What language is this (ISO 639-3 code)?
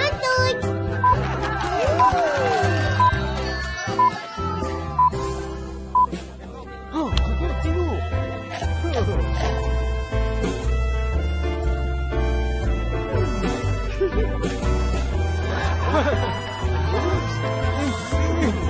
msa